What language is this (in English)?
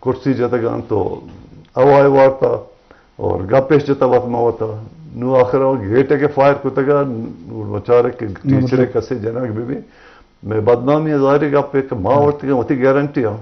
Eastern Balochi